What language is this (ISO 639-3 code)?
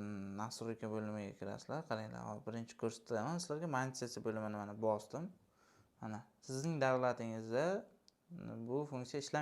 uzb